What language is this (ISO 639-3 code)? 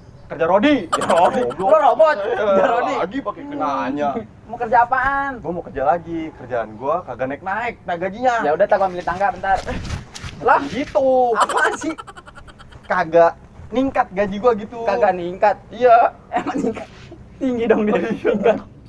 bew